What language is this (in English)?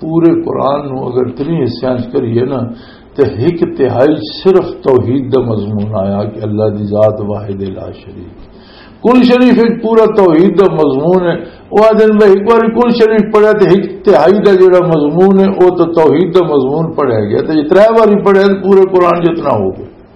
Western Panjabi